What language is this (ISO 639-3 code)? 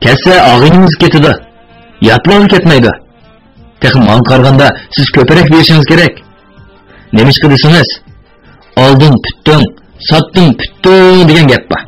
uig